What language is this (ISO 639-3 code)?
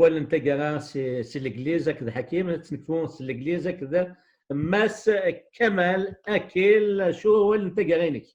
kab